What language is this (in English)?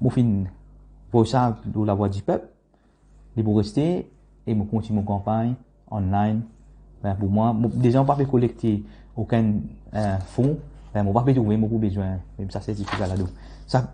Morisyen